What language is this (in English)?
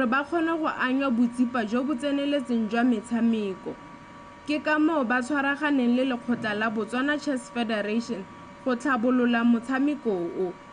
Tswana